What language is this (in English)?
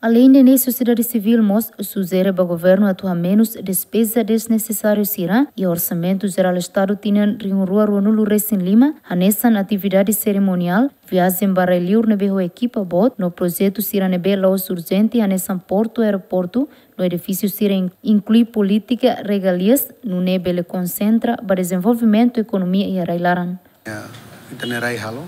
Tetum